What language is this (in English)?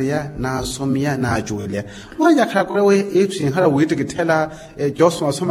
Makhuwa